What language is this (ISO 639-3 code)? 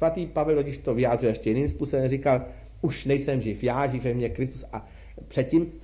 ces